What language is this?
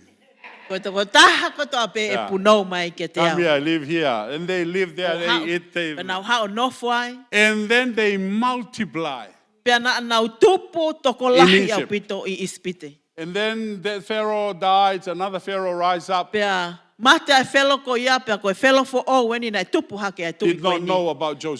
Tongan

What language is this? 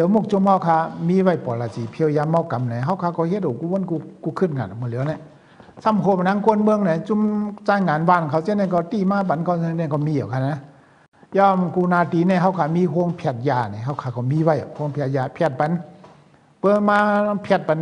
Shan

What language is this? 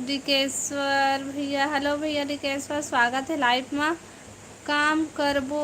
Chhattisgarhi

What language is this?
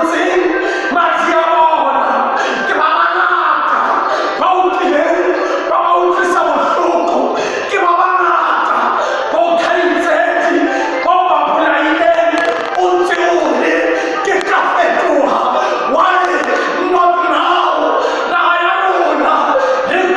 Southern Sotho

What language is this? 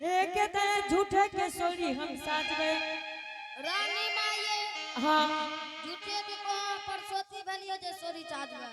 Angika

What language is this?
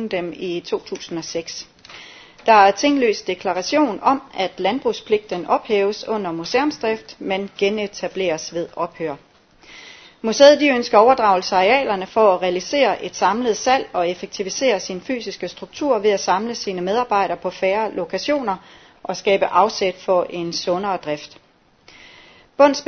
Danish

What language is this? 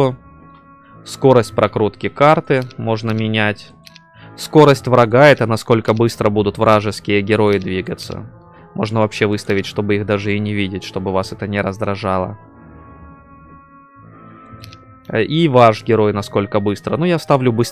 Russian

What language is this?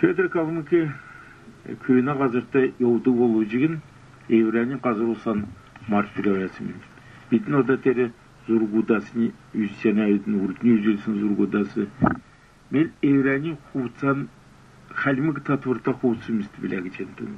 Kalmyk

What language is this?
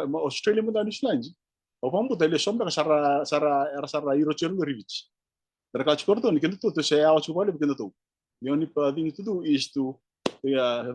Fijian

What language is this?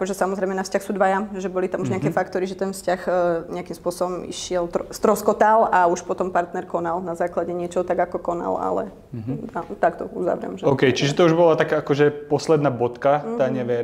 Slovak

